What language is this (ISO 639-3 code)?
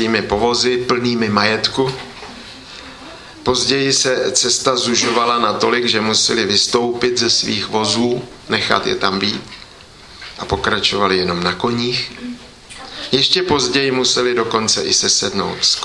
ces